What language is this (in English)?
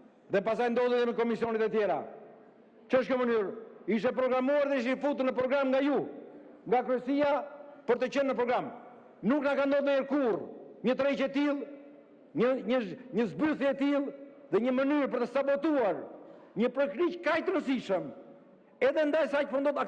Albanian